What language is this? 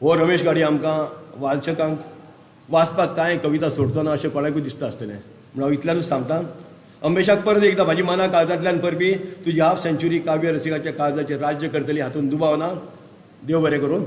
Konkani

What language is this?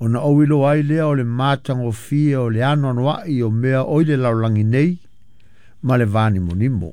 Samoan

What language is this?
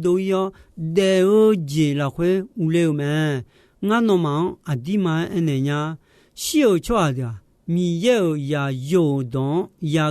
Akha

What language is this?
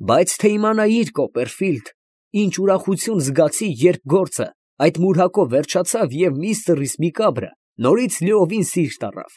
Armenian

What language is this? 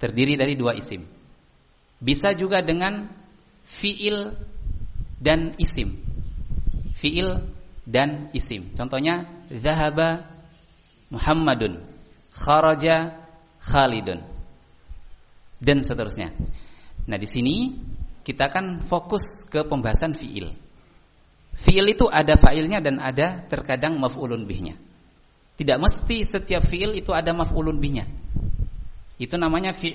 Indonesian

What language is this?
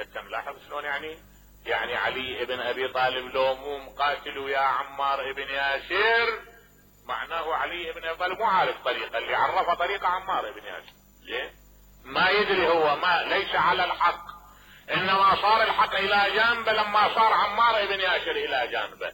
Mesopotamian Arabic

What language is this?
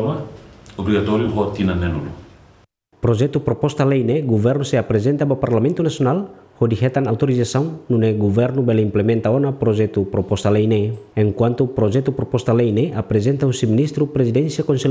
Tetum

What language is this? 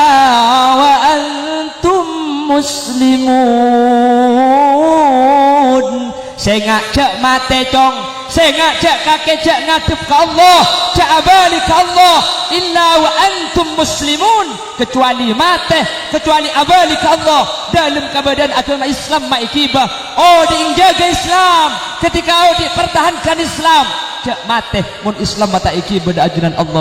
Madurese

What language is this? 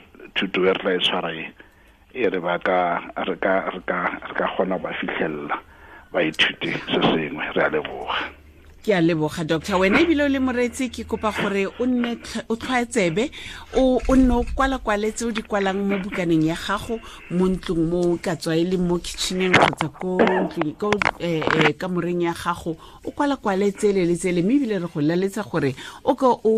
Tswana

